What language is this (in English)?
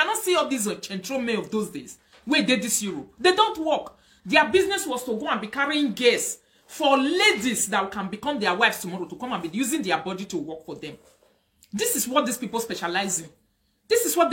Nigerian Pidgin